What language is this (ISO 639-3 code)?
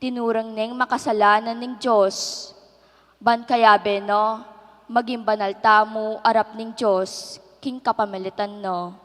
pam